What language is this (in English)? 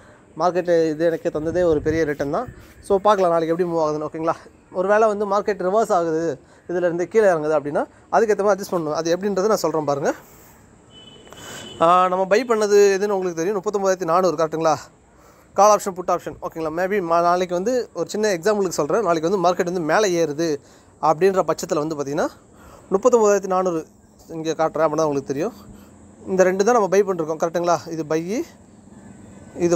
Tamil